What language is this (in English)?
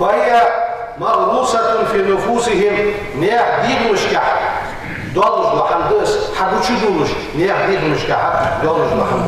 Ingush